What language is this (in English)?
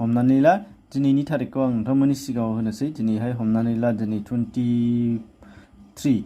Bodo